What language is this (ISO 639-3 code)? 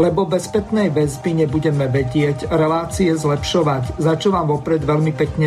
slk